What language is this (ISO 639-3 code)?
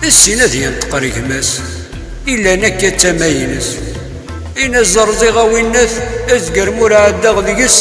kab